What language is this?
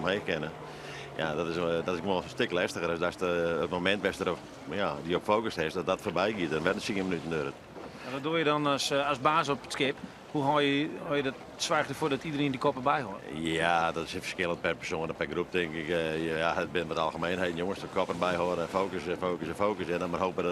Western Frisian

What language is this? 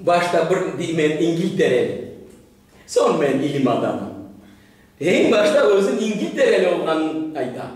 Crimean Tatar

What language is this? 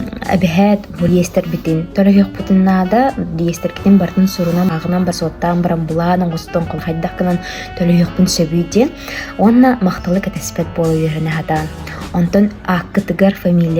Yakut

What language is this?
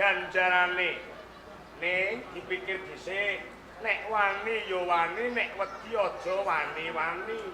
Javanese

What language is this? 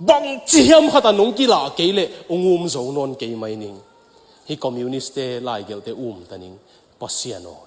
Tedim Chin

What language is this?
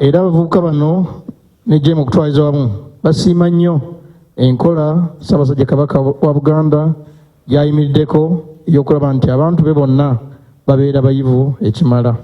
Ganda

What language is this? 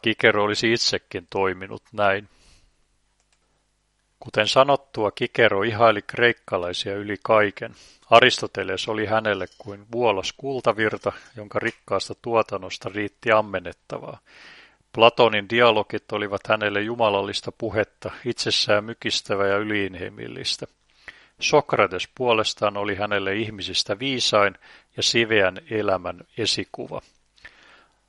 Finnish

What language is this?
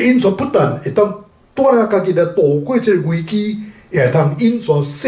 Min Nan Chinese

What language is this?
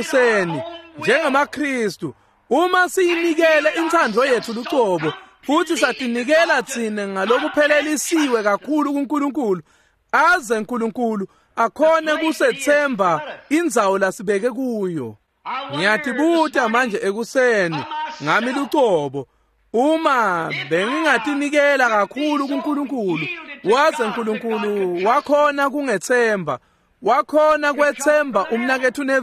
Swati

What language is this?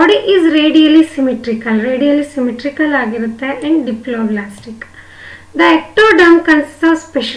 Kannada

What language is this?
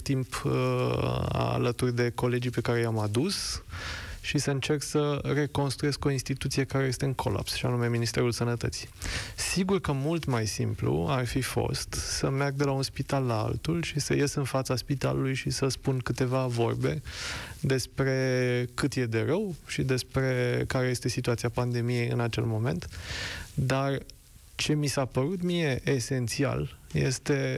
Romanian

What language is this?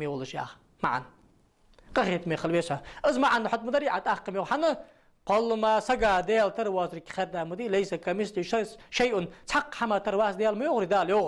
Ingush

